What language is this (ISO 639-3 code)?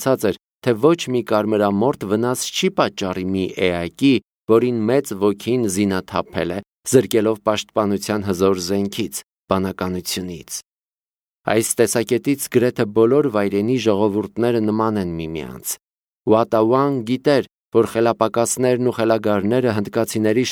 hye